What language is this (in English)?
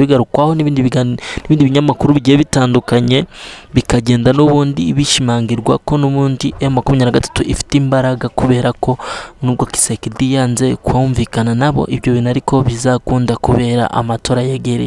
Kinyarwanda